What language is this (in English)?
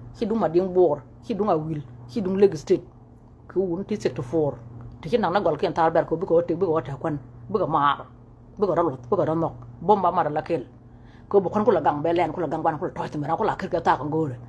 Nuer